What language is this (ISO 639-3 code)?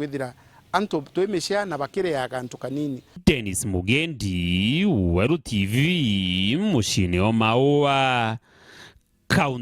mer